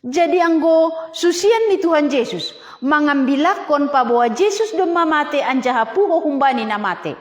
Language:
Batak Simalungun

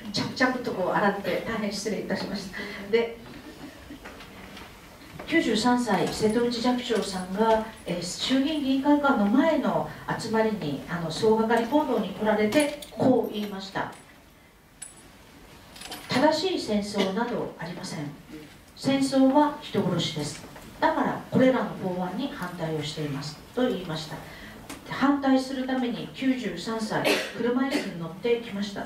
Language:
Japanese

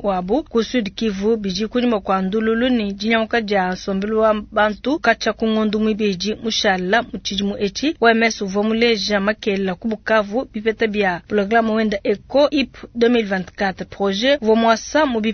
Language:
Luba-Lulua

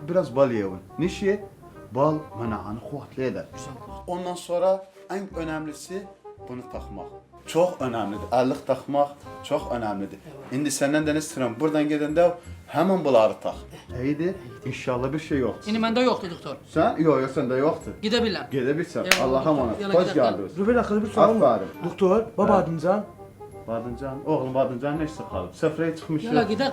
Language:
South Azerbaijani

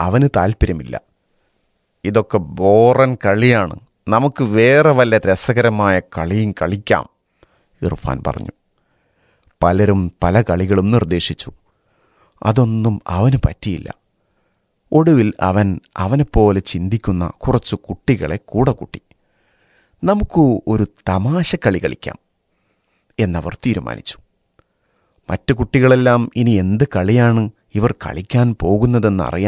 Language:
Malayalam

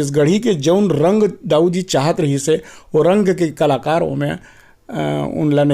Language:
Chhattisgarhi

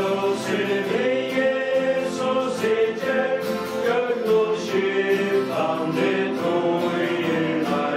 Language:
Faroese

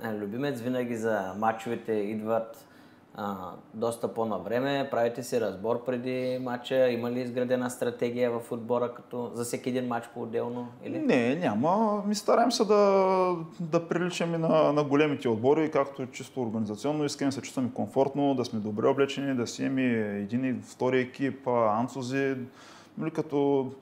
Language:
Bulgarian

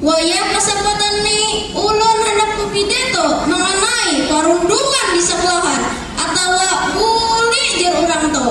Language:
Banjar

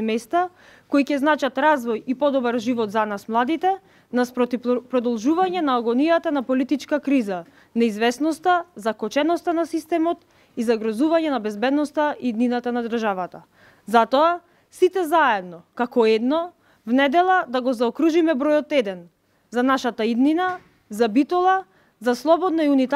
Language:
Macedonian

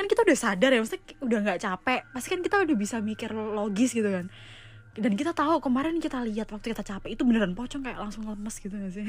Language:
Indonesian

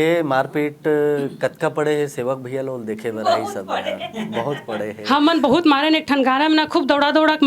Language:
Chhattisgarhi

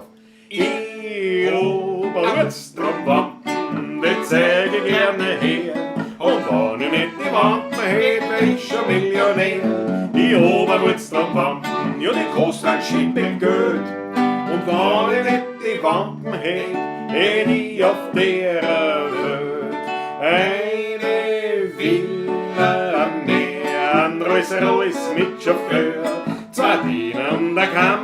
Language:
Bavarian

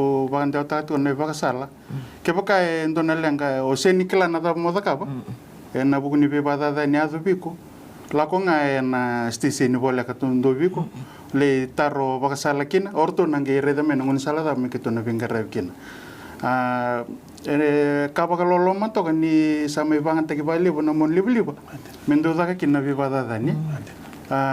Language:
Fijian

